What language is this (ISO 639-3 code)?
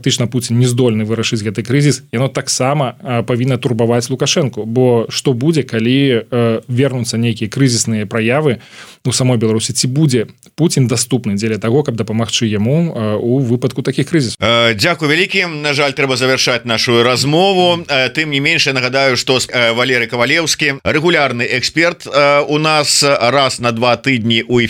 bel